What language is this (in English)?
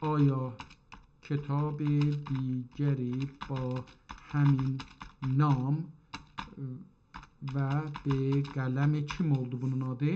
South Azerbaijani